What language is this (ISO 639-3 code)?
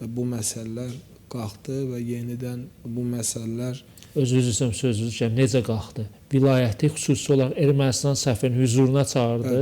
aze